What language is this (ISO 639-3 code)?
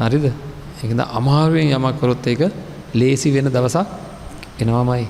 sin